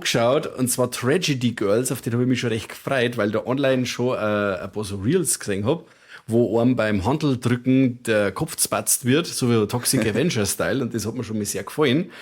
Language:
Bavarian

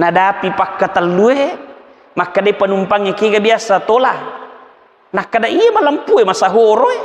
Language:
Buginese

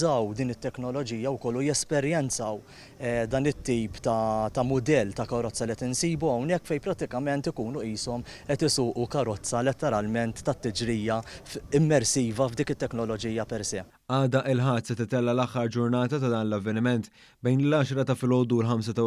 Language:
Maltese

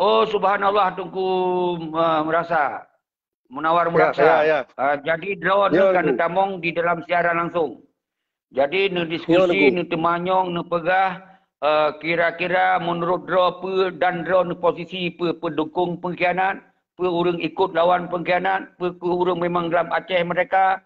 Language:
Achinese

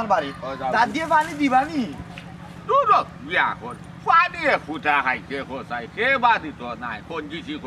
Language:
Sylheti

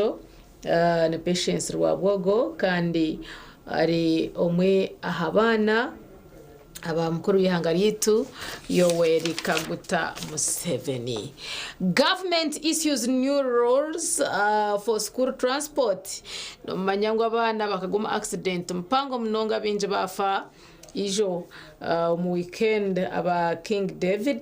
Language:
Nyankole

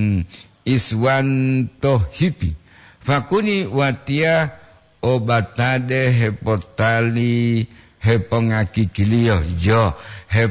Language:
Gorontalo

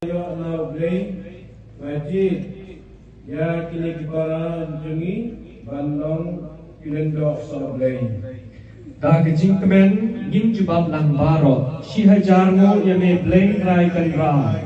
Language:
Khasi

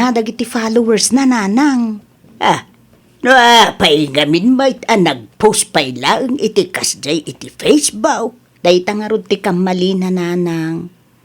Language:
Iloko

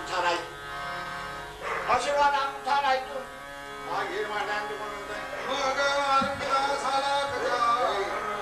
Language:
Kannada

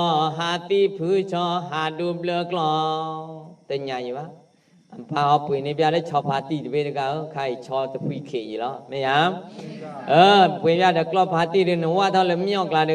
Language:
S'gaw Karen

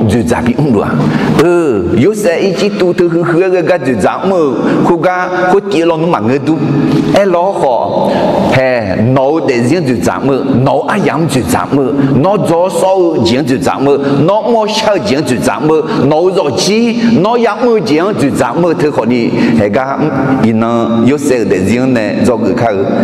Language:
Akha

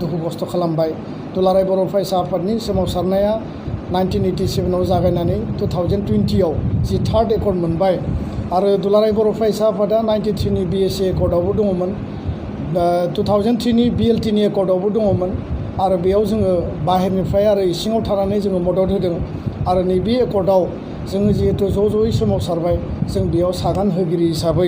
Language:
Bodo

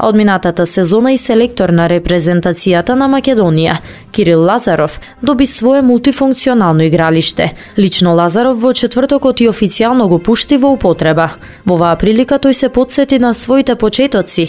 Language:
Macedonian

